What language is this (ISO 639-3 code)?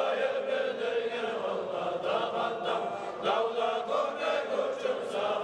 kum